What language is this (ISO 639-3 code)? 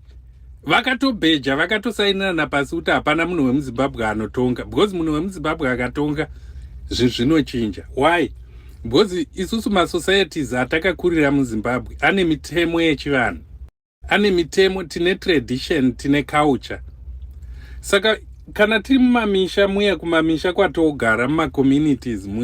sna